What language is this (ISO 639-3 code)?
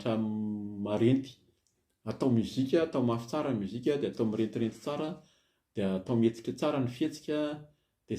mlg